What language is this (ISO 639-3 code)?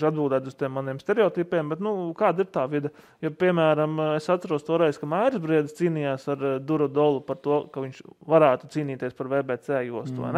lav